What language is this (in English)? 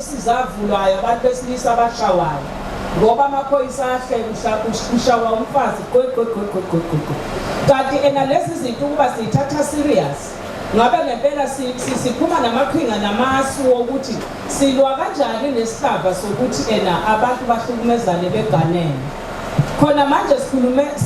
Zulu